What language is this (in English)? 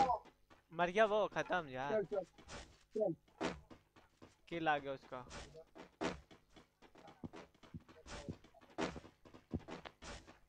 Hindi